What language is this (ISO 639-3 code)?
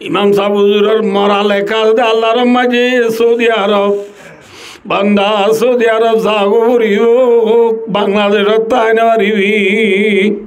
rhg